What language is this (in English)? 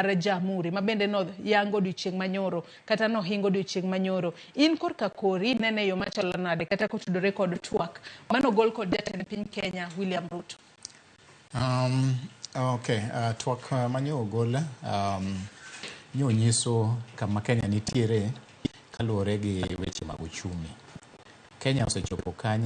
Luo (Kenya and Tanzania)